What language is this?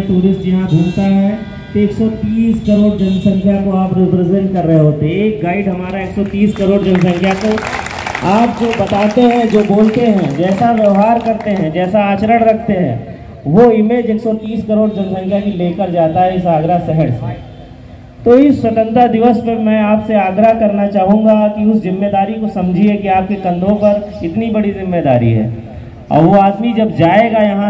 Hindi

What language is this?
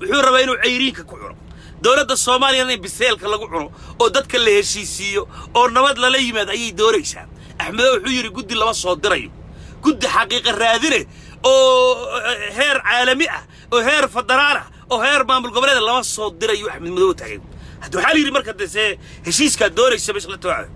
Somali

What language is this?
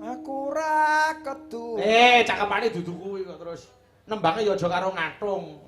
Javanese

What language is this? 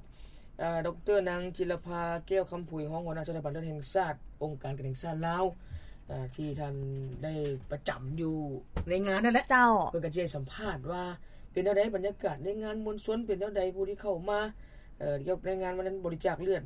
Lao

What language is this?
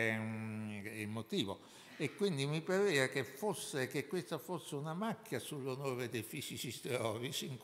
Italian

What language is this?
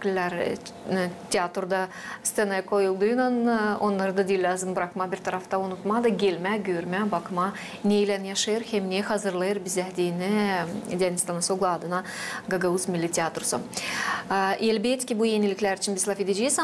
Gagauz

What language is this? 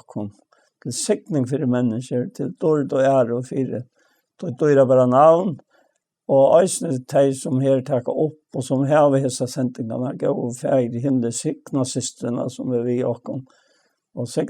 Faroese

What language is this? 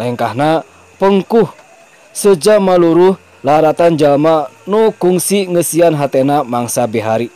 Sundanese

